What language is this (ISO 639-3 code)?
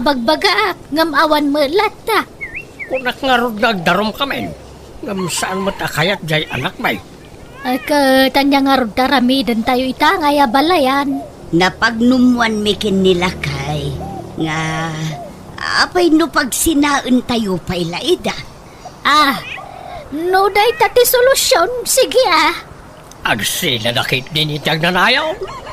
ilo